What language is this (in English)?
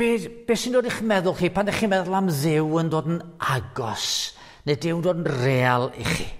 Welsh